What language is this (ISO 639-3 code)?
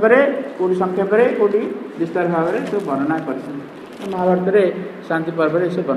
ori